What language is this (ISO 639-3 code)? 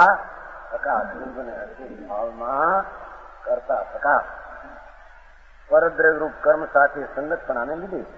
guj